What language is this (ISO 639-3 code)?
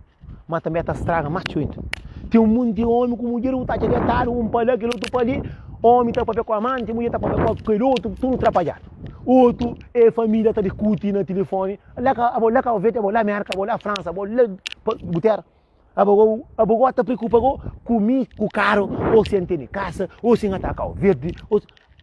kea